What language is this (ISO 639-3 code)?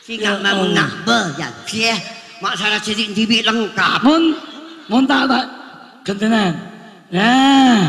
mad